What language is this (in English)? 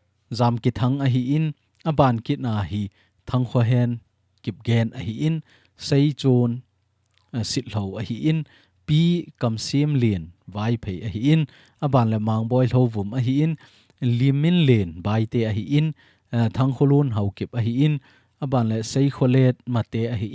Thado Chin